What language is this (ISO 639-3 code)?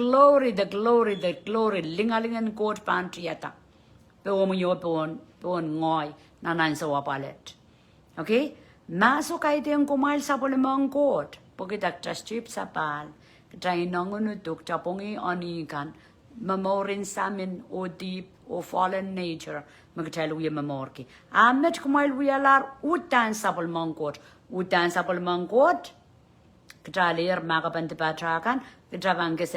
pon